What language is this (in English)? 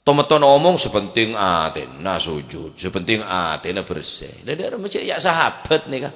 Madurese